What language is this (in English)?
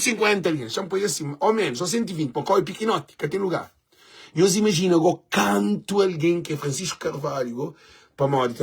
Kabuverdianu